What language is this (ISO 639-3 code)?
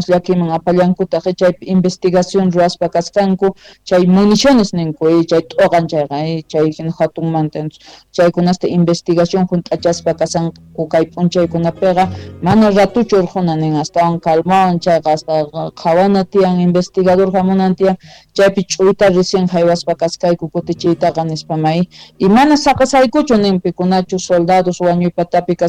quh